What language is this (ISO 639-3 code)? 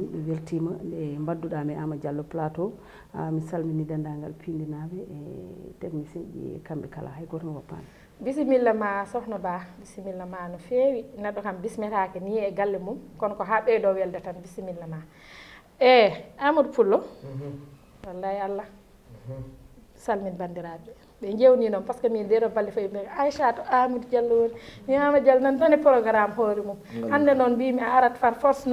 ful